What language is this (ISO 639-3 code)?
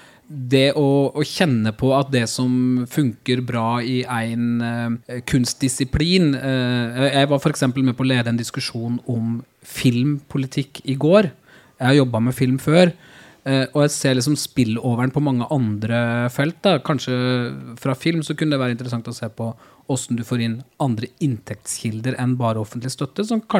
nor